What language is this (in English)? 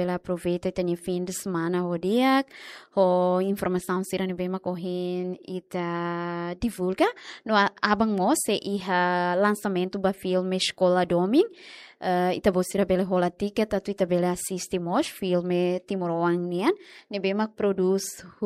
Tetum